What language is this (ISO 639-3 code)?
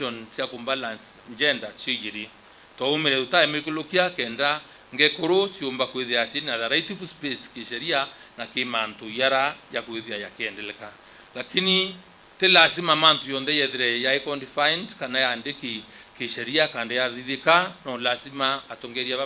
mer